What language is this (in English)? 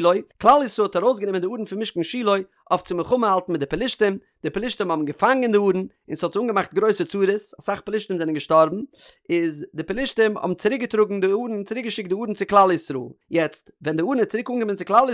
Yiddish